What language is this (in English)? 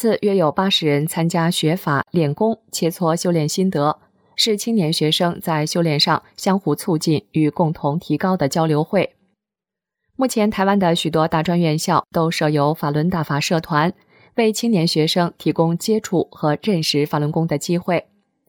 Chinese